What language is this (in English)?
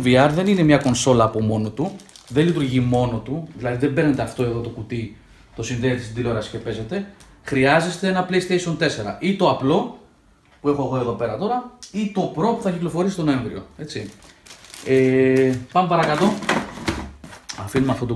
Greek